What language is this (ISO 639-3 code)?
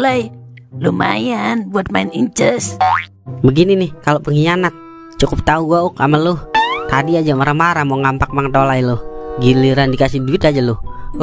bew